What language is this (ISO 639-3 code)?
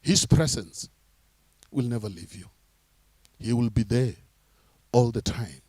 nso